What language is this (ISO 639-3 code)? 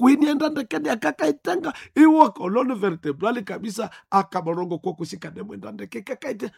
nnb